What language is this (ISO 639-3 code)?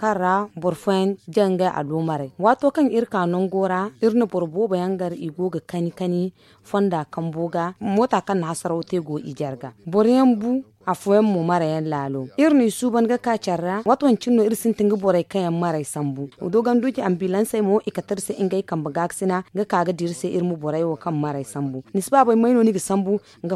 dje